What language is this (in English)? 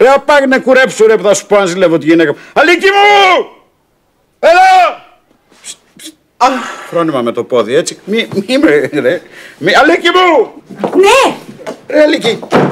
Greek